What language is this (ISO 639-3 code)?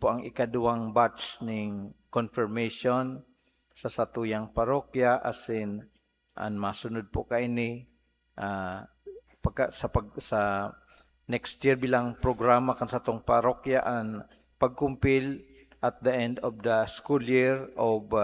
bik